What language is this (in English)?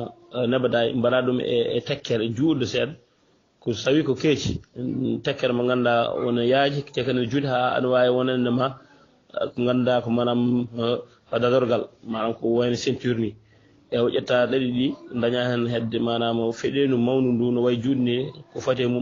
Fula